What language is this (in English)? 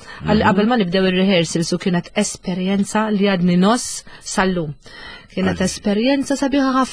Maltese